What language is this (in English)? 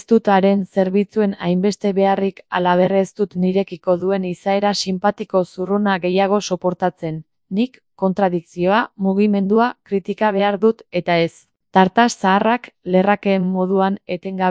Basque